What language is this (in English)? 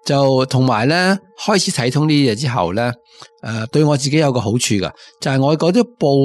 Cantonese